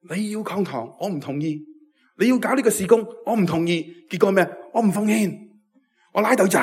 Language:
Cantonese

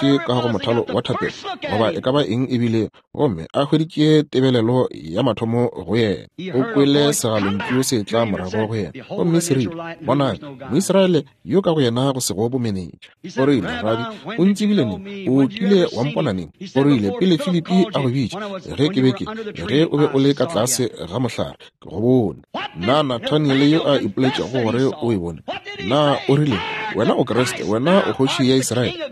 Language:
Northern Sotho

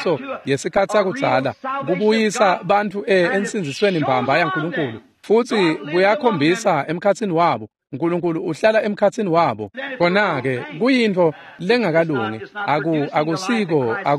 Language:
Swati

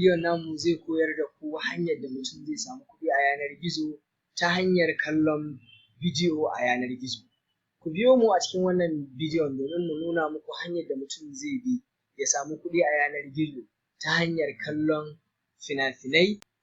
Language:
Hausa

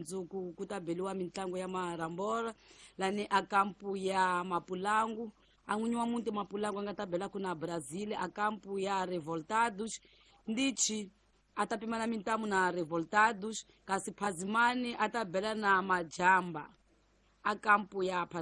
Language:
Tsonga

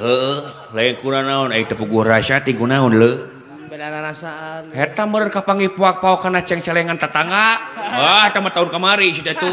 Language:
Sundanese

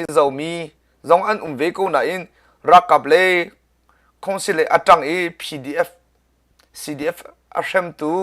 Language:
Hakha Chin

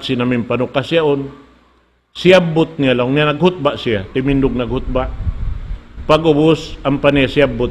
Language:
Tausug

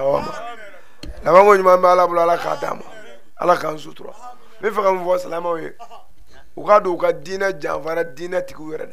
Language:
Bambara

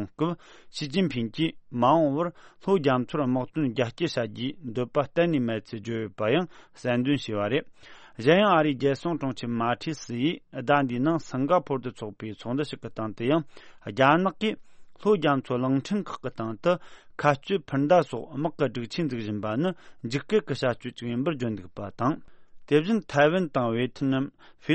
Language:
Tibetan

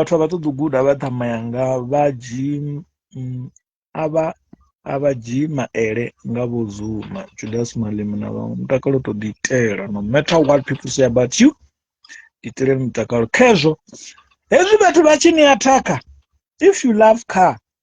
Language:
Venda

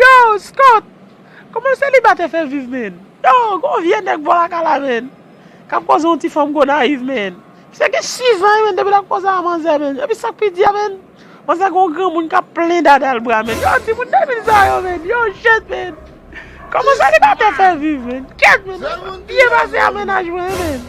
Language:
Haitian Creole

